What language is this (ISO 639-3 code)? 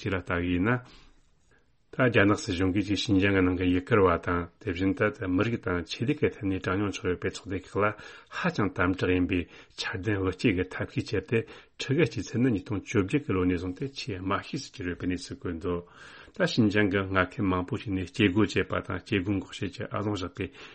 bod